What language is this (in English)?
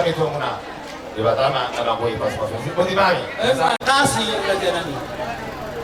Batak Toba